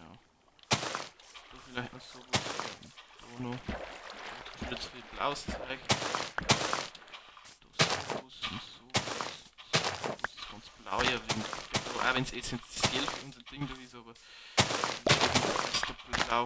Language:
Bavarian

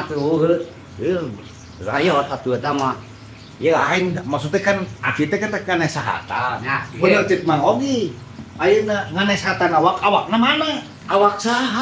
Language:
Sundanese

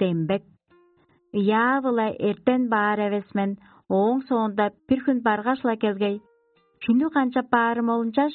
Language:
Tuvinian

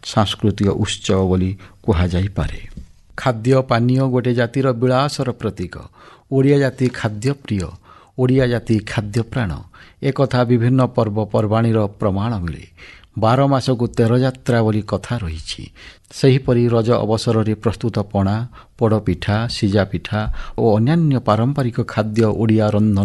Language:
Odia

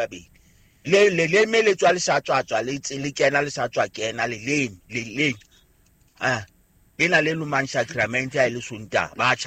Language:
Southern Sotho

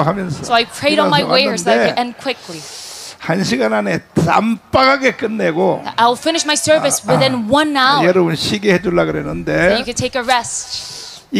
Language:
Korean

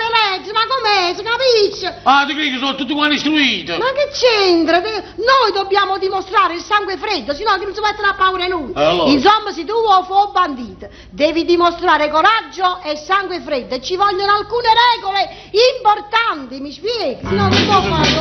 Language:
Neapolitan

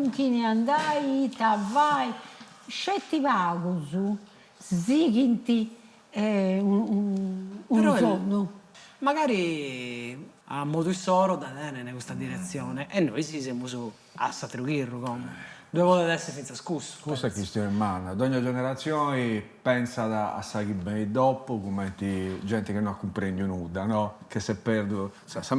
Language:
Sardinian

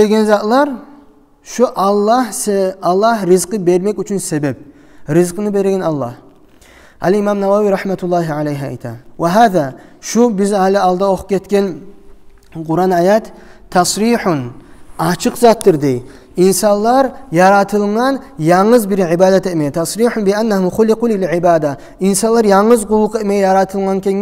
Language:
Kumyk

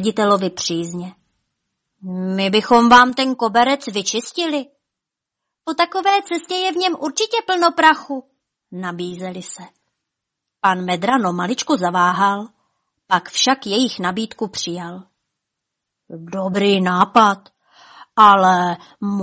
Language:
Czech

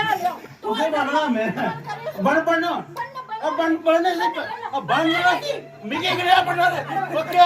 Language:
Dogri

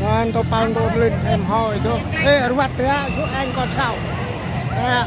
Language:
Central Mnong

